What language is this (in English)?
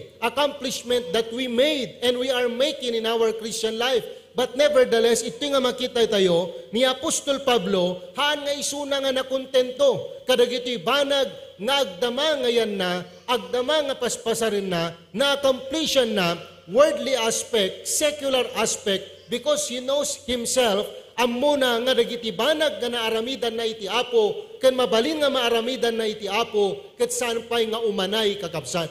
Iloko